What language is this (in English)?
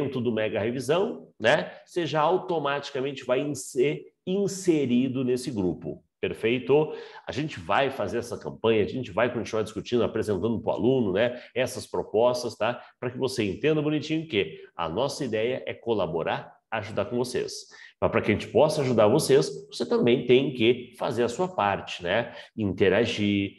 Portuguese